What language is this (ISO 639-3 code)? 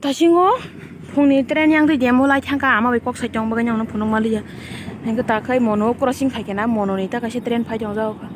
trp